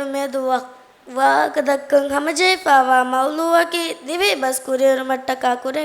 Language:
Divehi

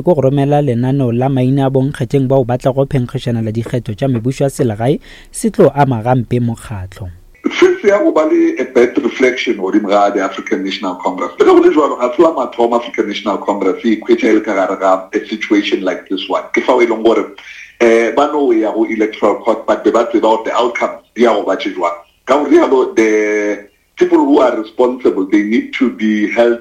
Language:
Northern Sotho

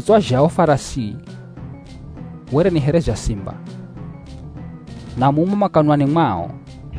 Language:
Swahili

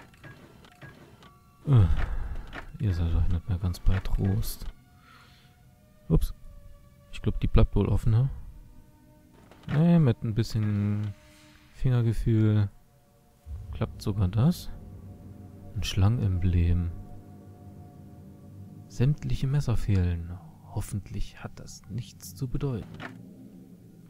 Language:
German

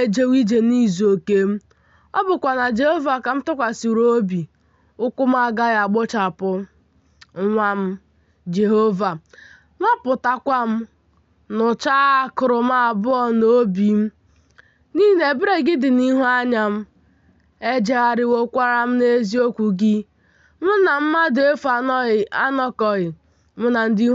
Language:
Igbo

